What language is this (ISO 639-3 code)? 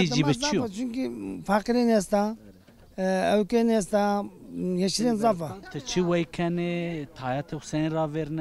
zza